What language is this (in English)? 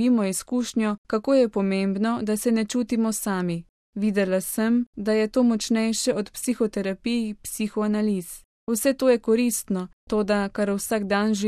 Slovenian